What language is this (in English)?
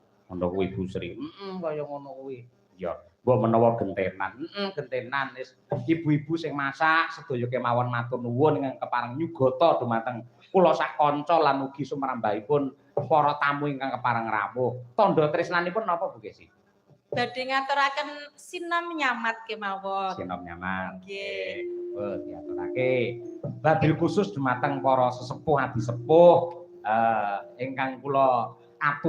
Javanese